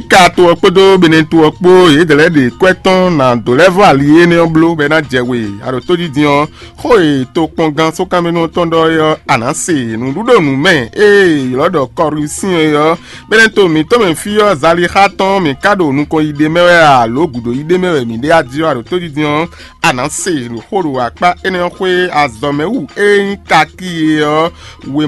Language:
Fon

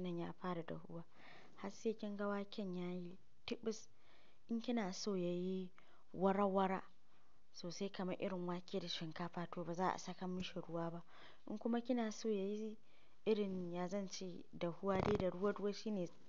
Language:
Hausa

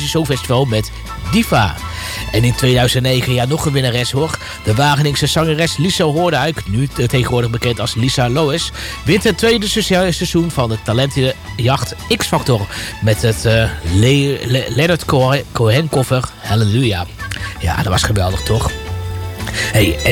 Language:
Dutch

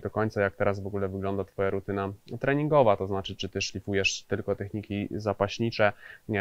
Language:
Polish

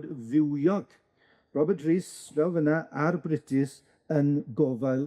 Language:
Welsh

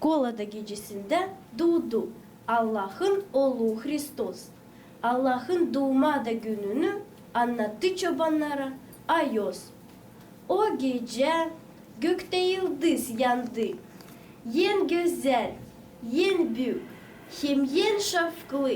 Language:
Gagauz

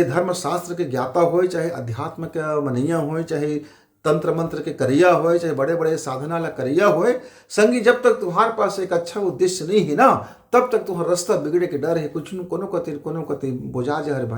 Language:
Chhattisgarhi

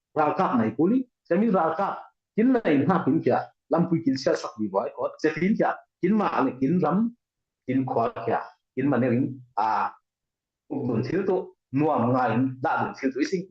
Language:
Falam Chin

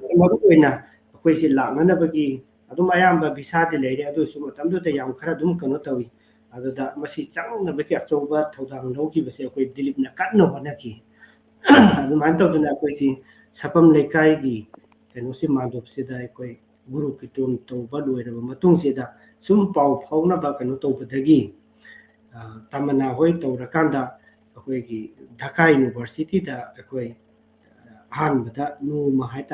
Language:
Manipuri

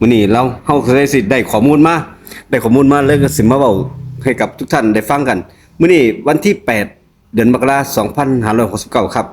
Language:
Northeastern Thai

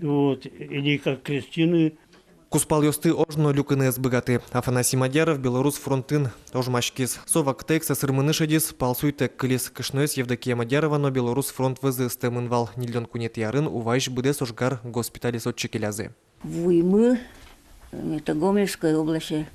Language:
Udmurt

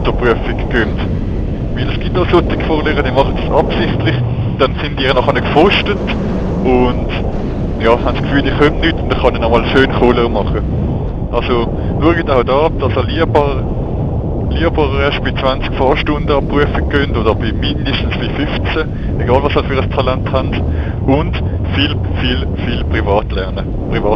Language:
Swiss German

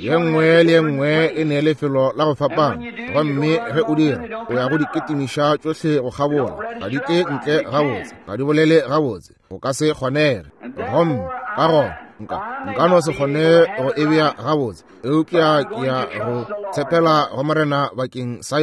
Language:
Northern Sotho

